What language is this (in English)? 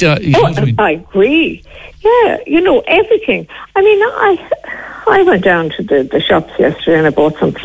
English